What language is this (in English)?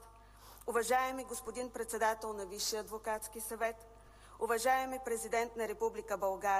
Bulgarian